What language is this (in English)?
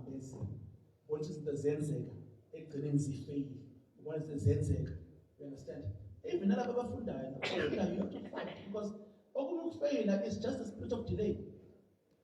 Zulu